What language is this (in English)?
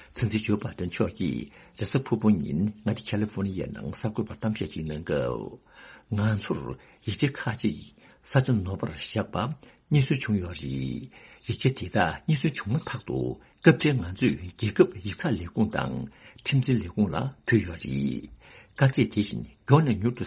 Tibetan